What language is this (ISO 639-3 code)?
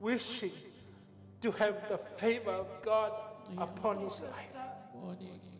ton